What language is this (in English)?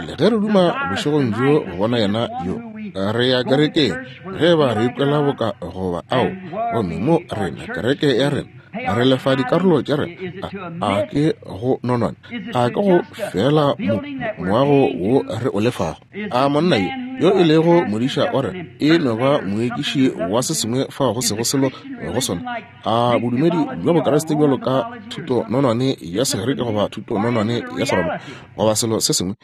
Northern Sotho